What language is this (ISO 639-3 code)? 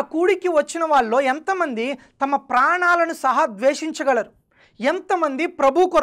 tel